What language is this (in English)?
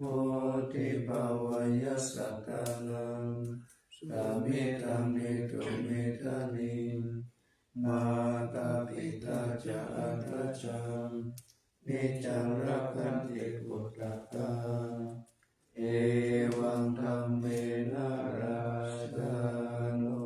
Pali